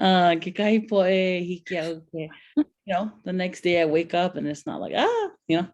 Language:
Hawaiian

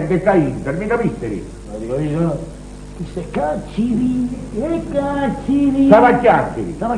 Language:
Neapolitan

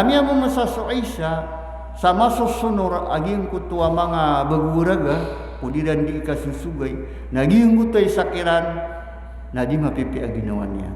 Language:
Maranao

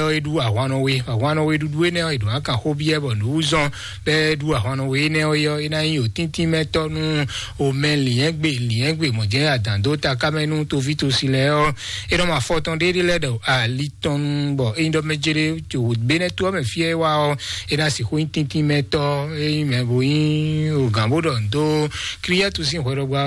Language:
Fon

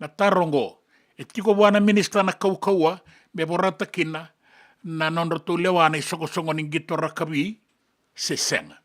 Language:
Fijian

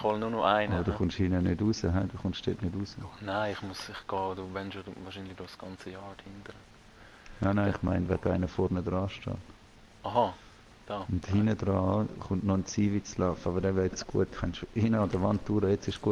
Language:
Swiss German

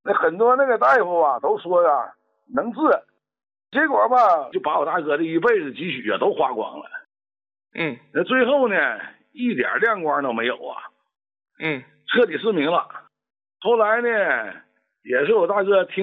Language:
Chinese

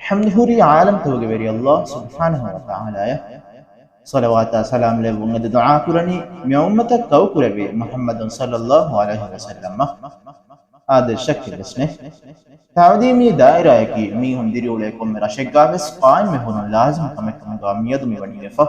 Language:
Divehi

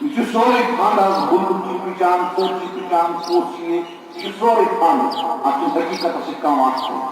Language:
Kashmiri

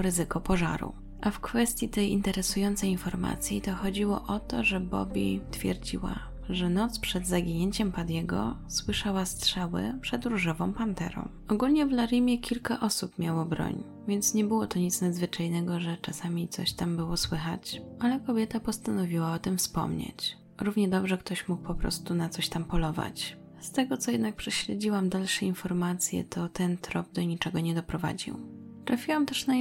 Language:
Polish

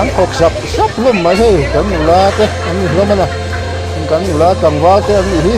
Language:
Mizo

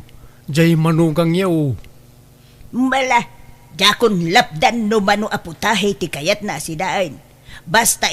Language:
Iloko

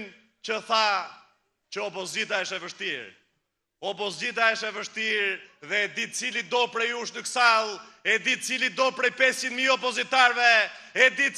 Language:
Albanian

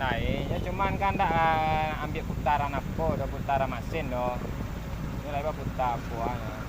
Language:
Minangkabau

